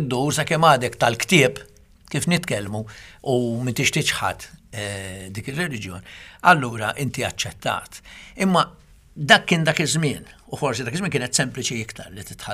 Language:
Maltese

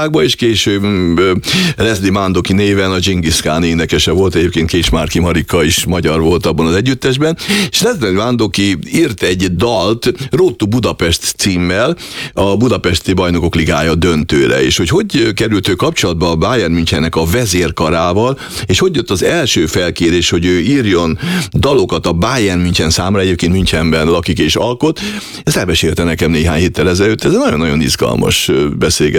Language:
Hungarian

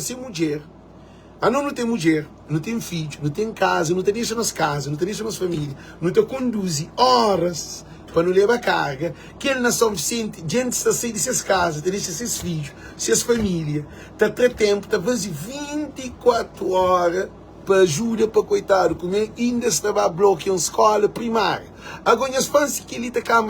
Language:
Kabuverdianu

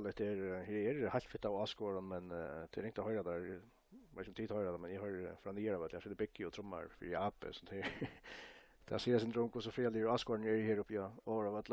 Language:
Faroese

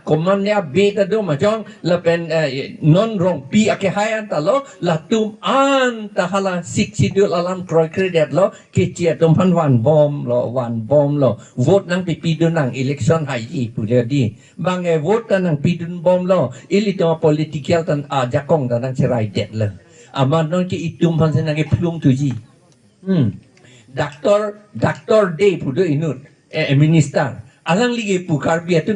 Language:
Karbi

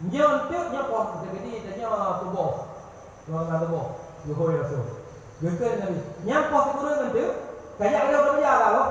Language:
Achinese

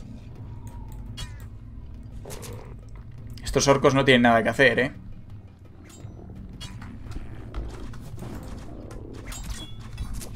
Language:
Spanish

